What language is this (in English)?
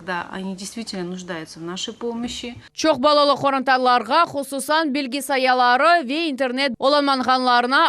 Crimean Tatar